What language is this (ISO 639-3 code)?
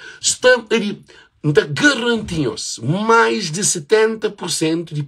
kea